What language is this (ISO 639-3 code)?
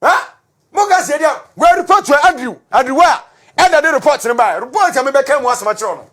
aka